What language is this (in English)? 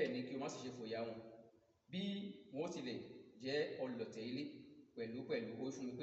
Yoruba